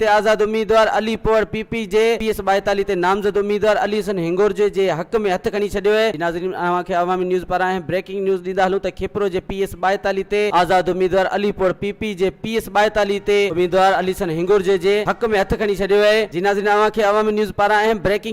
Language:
Sindhi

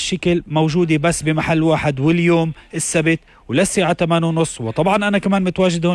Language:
North Levantine Arabic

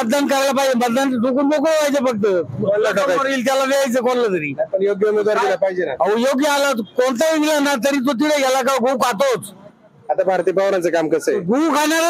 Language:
Marathi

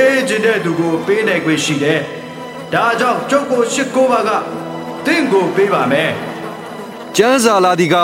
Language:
Burmese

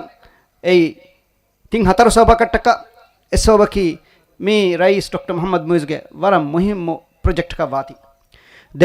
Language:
Divehi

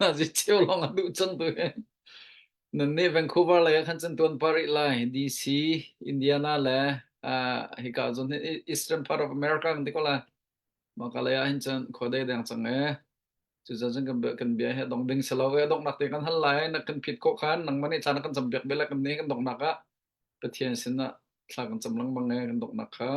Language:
Hakha Chin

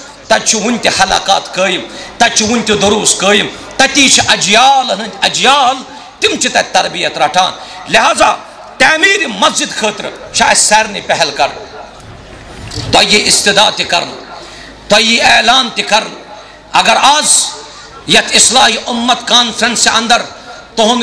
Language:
Kashmiri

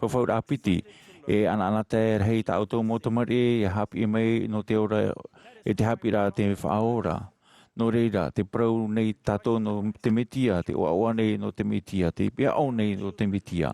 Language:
Tahitian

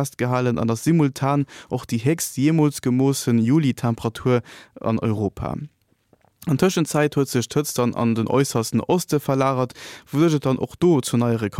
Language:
Luxembourgish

